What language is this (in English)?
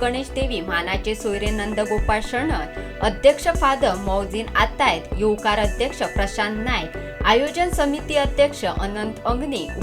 Konkani